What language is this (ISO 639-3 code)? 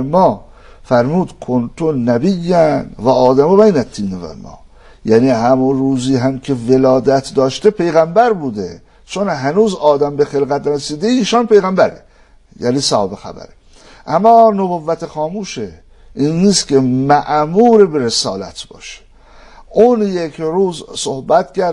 fas